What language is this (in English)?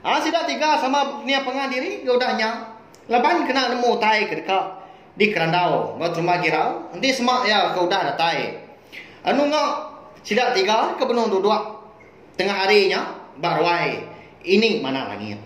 Iban